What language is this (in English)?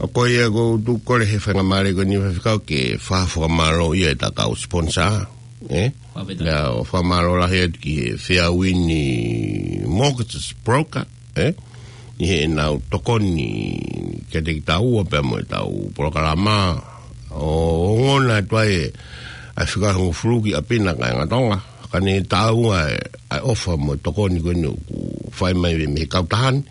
Tongan